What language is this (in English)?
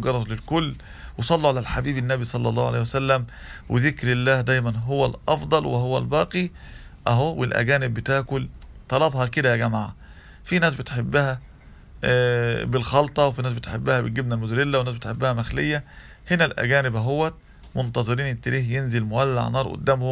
Egyptian Arabic